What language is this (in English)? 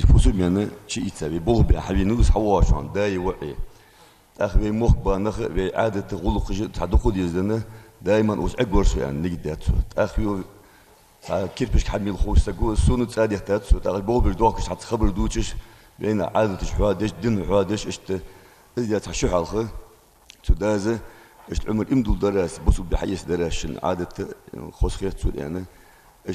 Ingush